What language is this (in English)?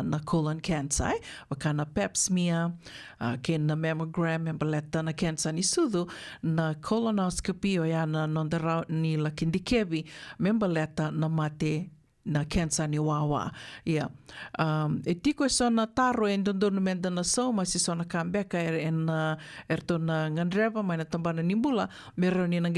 Fijian